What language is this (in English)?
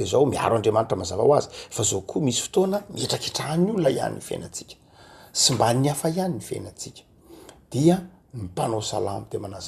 Malagasy